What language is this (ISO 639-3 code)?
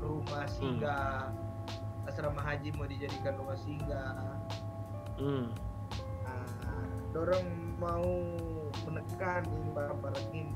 xmm